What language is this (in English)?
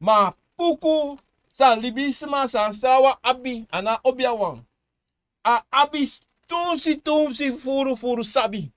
Sranan Tongo